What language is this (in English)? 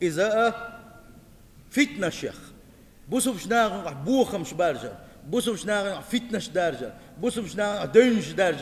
Chechen